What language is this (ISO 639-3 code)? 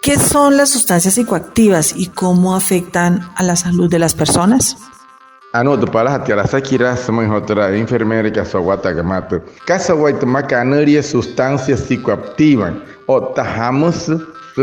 guc